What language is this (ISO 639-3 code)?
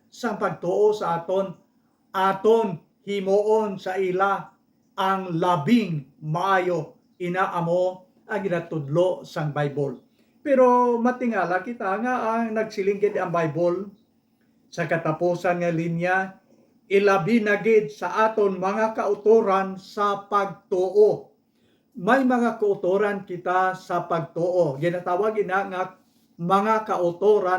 hil